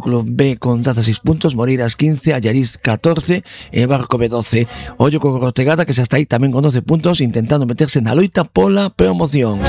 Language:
Galician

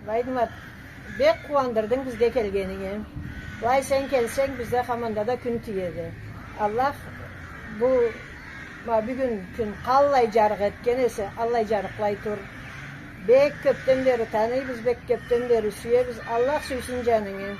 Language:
Karachay-Balkar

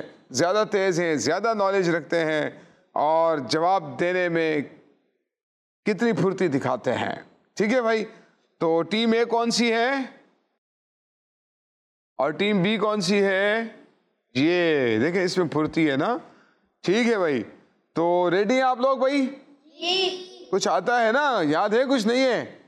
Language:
Urdu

